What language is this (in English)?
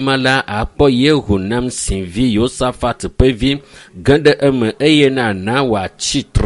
Ewe